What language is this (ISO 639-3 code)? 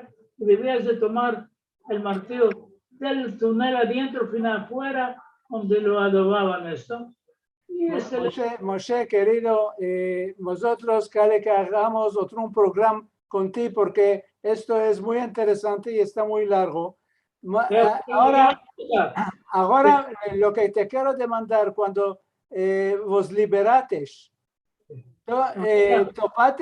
lad